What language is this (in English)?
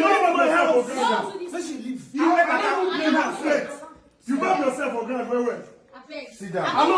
Nigerian Pidgin